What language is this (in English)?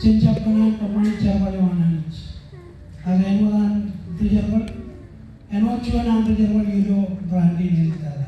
Marshallese